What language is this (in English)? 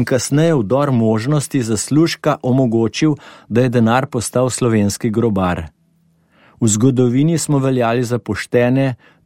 Slovenian